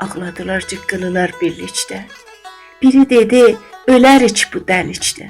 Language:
South Azerbaijani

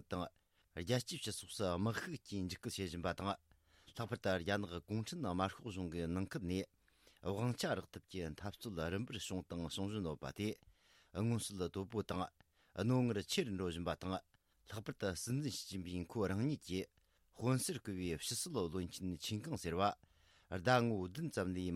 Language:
Tibetan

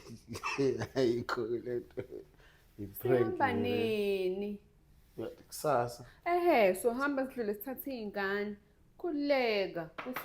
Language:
Zulu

